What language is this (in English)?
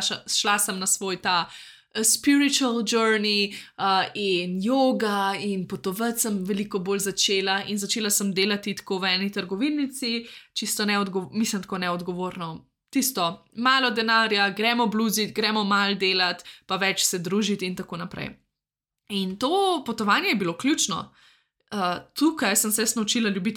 Slovenian